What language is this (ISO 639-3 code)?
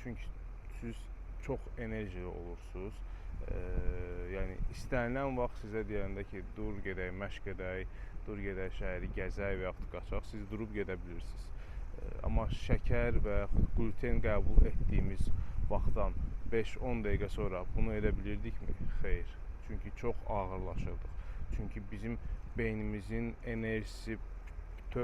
aze